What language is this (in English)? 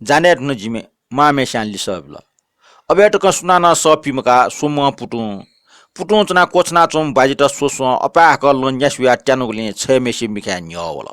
Newari